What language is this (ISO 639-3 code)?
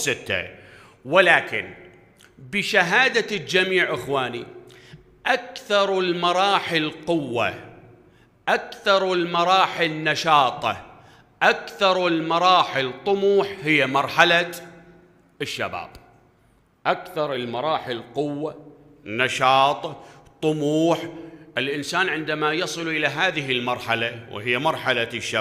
acm